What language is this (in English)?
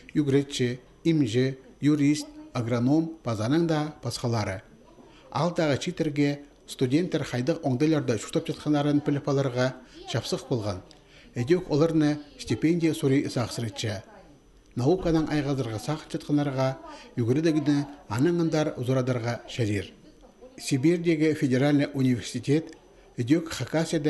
Khakas